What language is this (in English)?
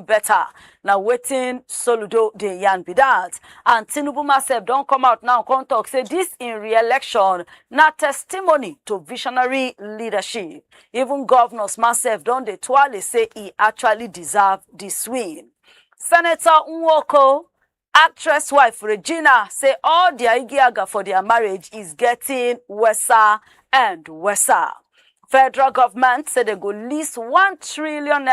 Nigerian Pidgin